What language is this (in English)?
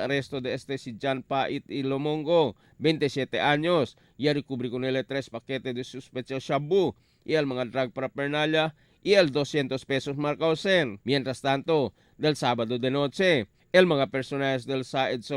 Chavacano